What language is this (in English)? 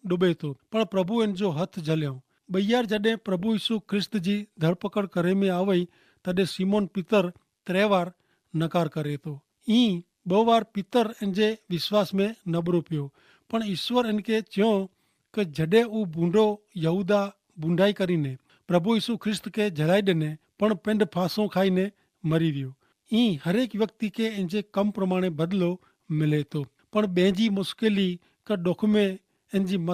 Kachhi